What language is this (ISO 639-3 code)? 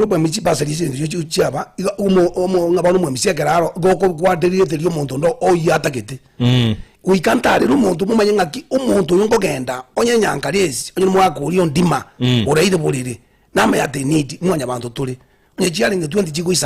guz